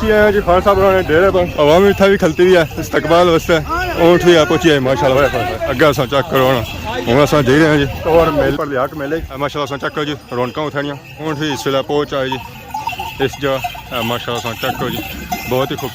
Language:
Pahari-Potwari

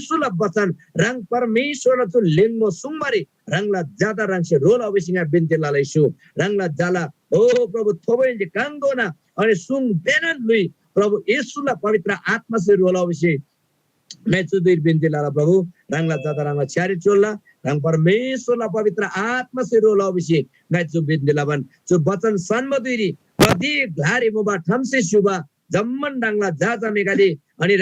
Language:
Eastern Tamang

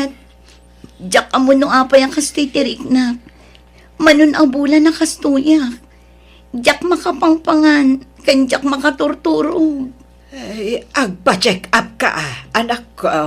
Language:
Iloko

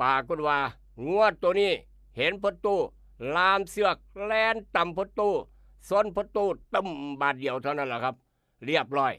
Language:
Northeastern Thai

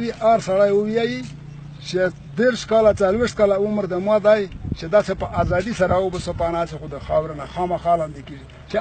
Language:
Pashto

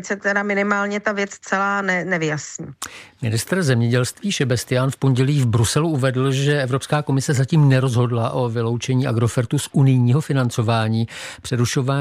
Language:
Czech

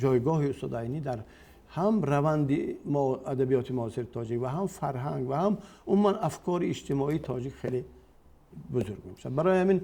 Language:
Tajik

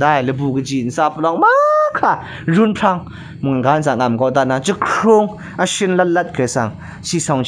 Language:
Kachin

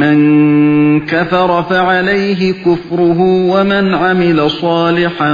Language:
Uyghur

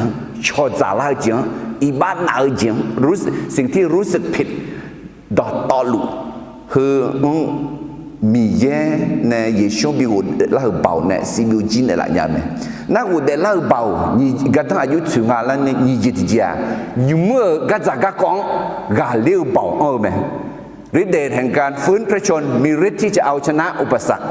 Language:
Akha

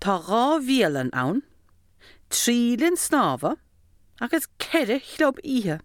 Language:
Irish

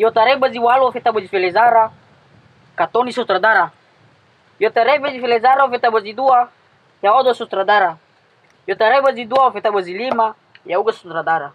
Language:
Nias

